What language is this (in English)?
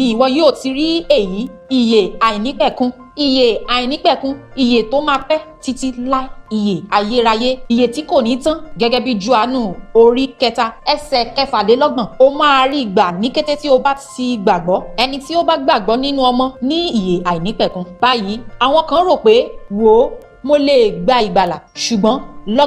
Yoruba